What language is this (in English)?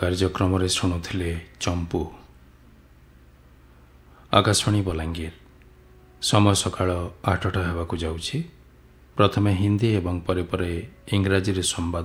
Odia